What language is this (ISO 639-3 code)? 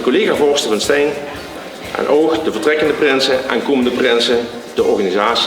lim